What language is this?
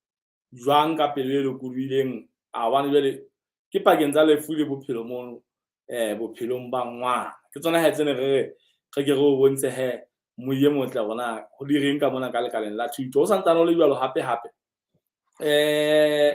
Southern Sotho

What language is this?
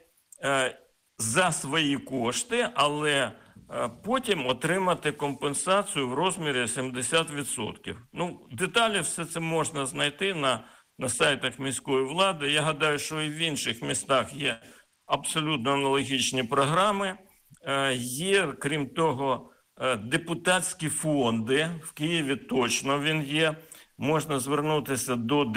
Ukrainian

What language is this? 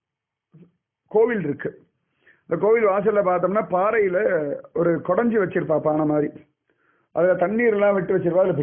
Tamil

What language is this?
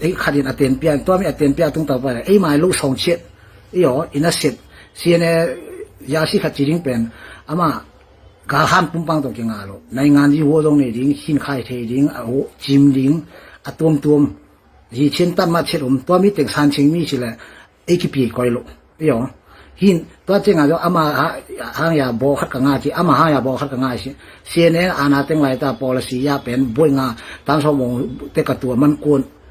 Tedim Chin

